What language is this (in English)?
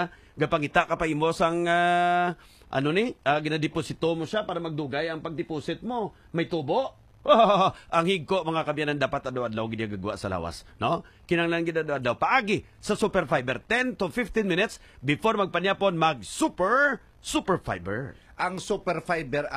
Hiligaynon